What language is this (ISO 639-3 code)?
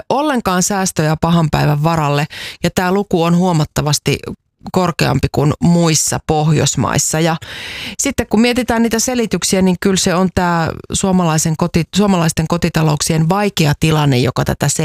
fin